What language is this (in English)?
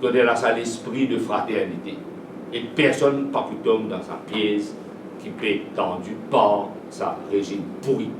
Morisyen